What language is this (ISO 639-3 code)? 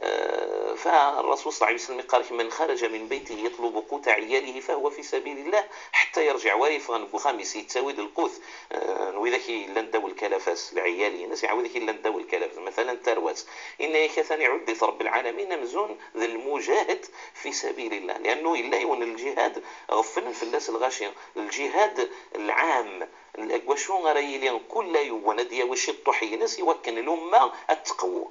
ary